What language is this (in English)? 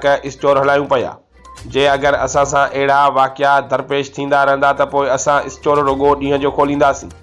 Sindhi